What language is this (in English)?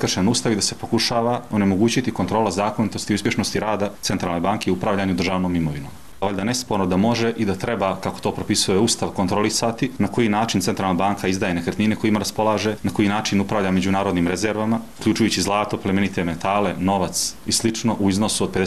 Bosnian